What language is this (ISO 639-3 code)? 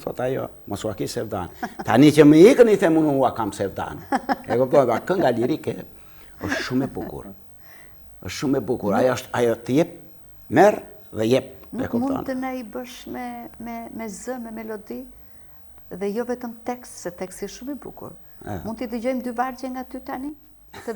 sqi